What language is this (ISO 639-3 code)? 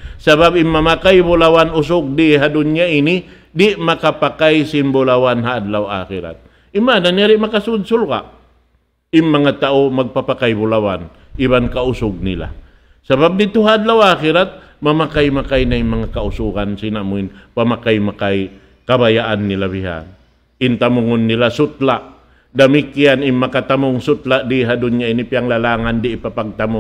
tsg